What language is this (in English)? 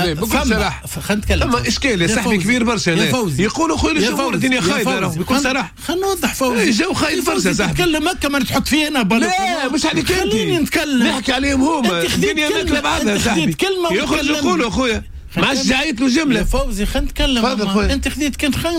Tunisian Arabic